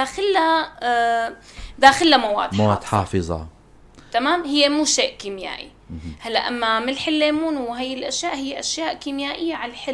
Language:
North Levantine Arabic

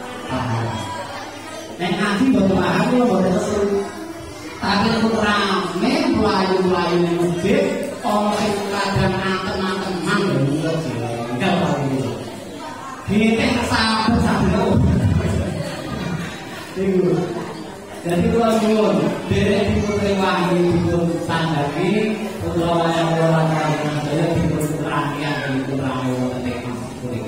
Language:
Javanese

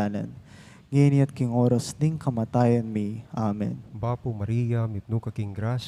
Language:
Pampanga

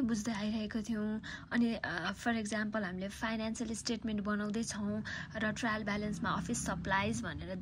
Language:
Nepali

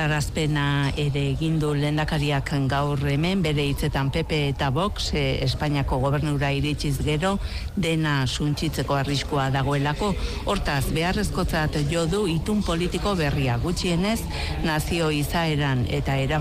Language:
Basque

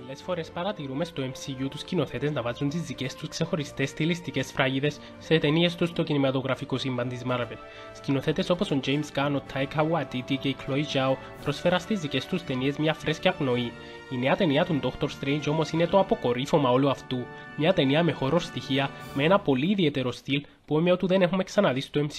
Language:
Greek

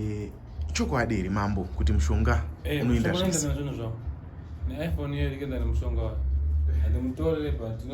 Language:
Shona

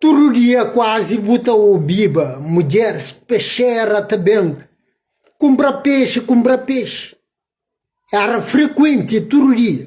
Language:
Kabuverdianu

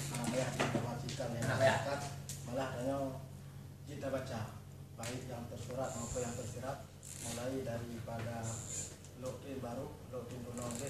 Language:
Achinese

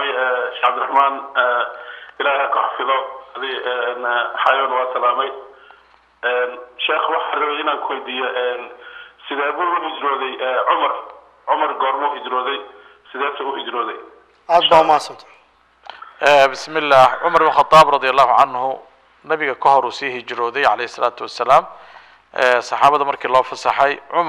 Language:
Somali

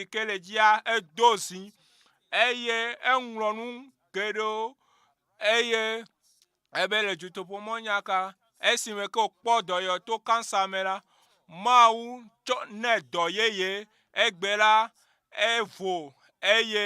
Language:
Ewe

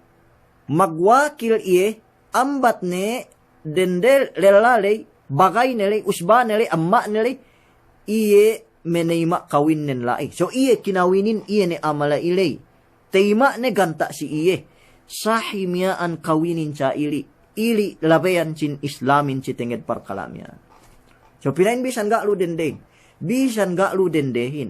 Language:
Yakan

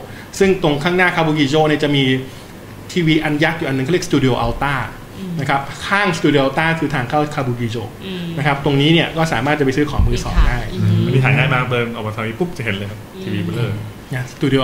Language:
Thai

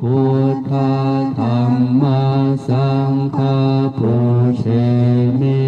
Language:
Pali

